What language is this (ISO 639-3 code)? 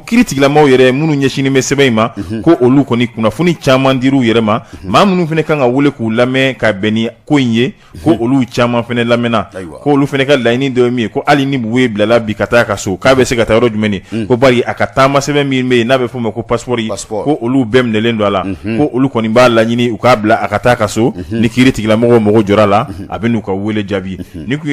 bam